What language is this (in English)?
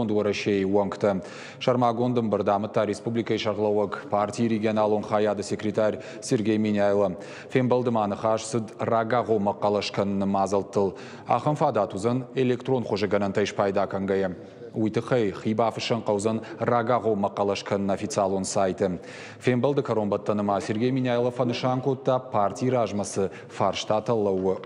Ossetic